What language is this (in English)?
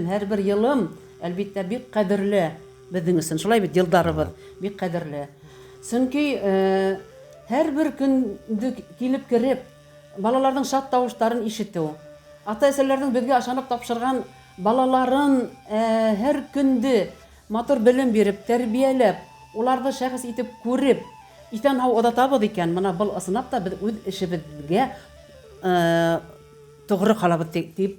Bashkir